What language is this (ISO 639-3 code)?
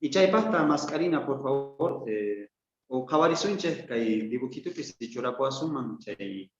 que